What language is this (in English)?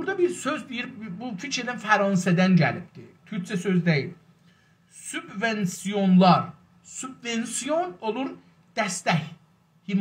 South Azerbaijani